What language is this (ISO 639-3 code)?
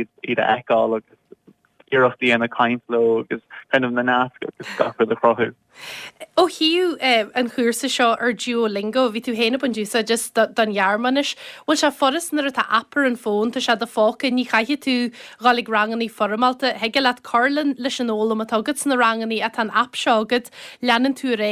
gle